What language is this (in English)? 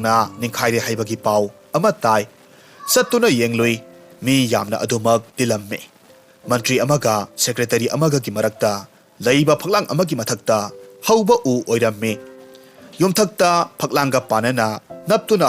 Manipuri